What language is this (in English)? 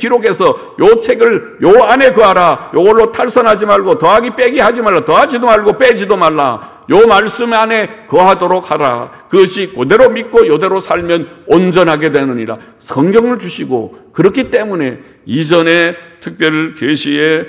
Korean